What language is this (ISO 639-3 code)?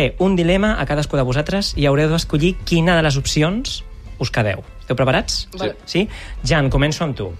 cat